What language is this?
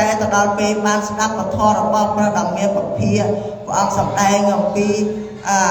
Khmer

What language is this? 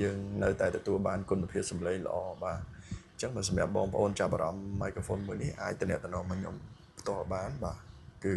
Khmer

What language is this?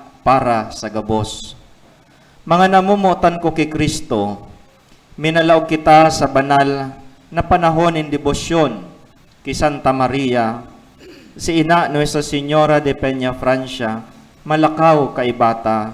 Bikol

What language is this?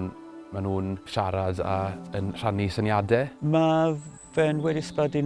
Welsh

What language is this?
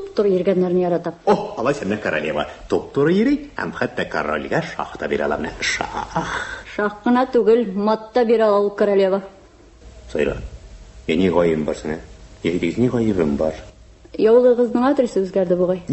Tatar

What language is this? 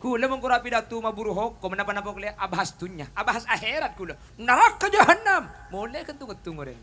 Madurese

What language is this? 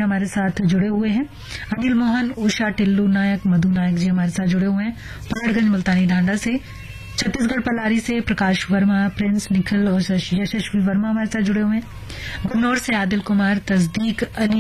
Hindi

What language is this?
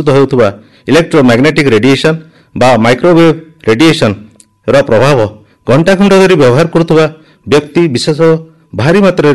Odia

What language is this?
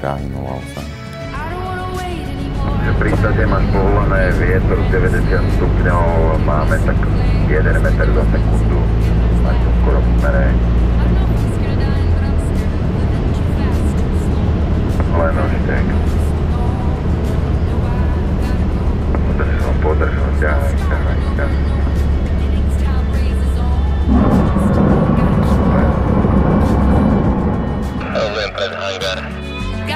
Slovak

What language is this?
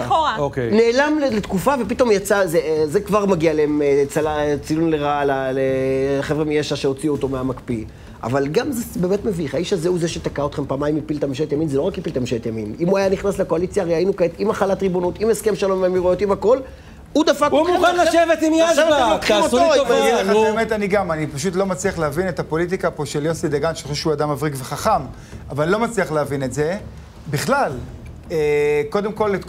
Hebrew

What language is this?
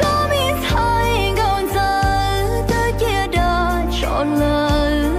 Hmong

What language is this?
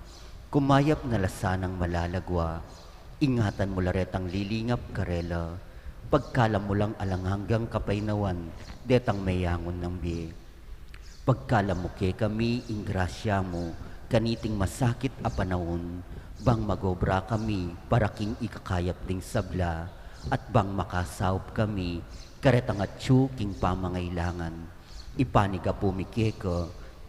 Pampanga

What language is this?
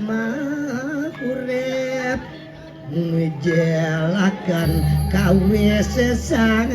Balinese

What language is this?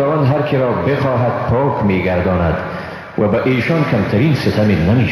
Persian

